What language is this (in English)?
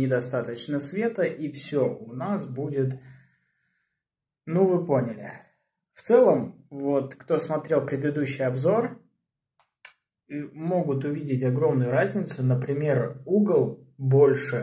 Russian